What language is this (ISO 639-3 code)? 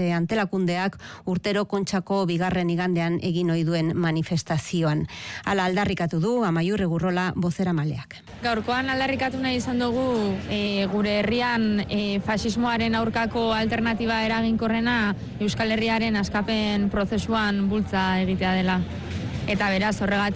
eus